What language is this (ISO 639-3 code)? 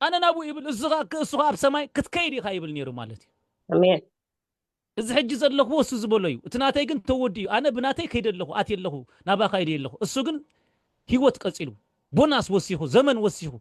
tir